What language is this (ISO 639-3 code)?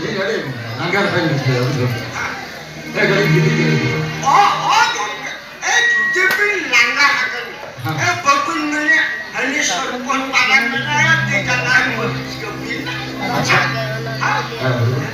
sat